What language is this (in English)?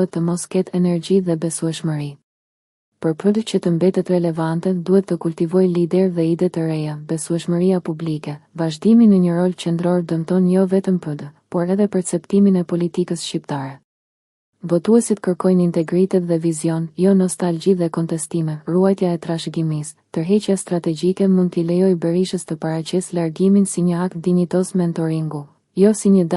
Albanian